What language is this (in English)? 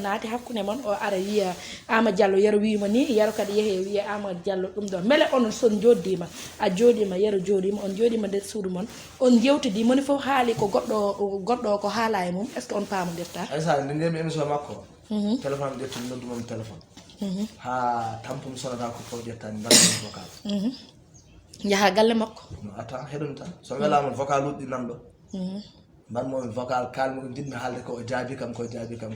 Fula